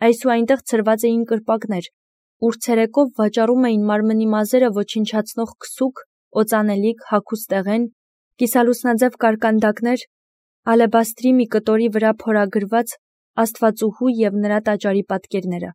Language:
Armenian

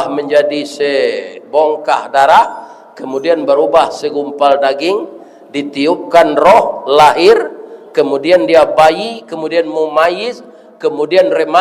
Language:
Minangkabau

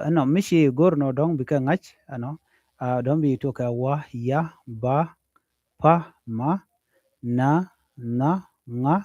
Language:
Nuer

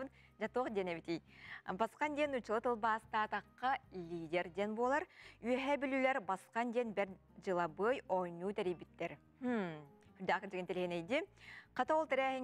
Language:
Yakut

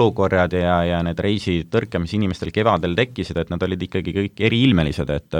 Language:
Estonian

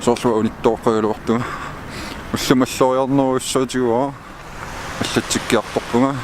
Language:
Kalaallisut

